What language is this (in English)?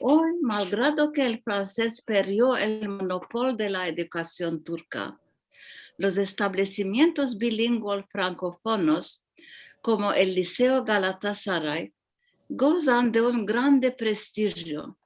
Ladino